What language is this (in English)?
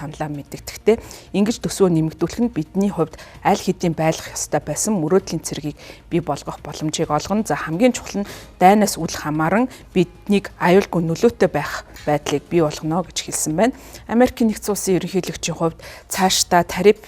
Mongolian